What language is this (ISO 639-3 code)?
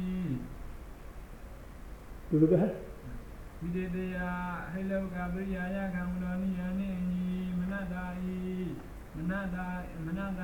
mya